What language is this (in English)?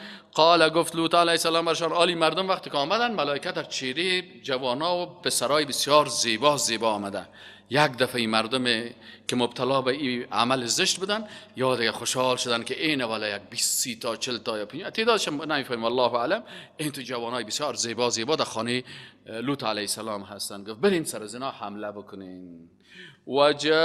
Persian